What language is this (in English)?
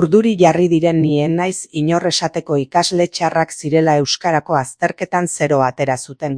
Basque